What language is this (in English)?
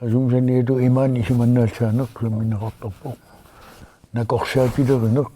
Kalaallisut